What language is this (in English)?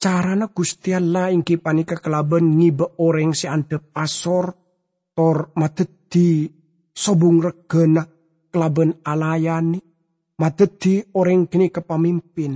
Madurese